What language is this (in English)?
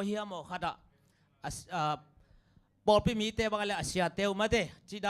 Tedim Chin